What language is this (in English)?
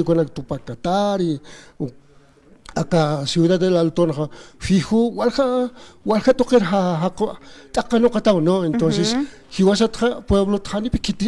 Aymara